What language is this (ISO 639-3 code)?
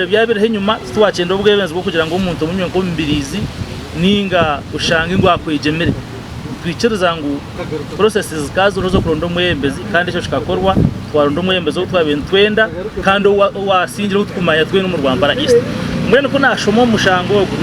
nyn